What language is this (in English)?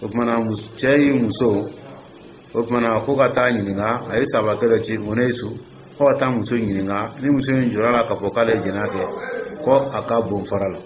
Dyula